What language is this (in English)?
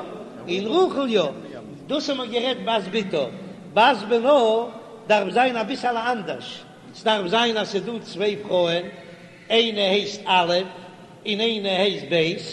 Yiddish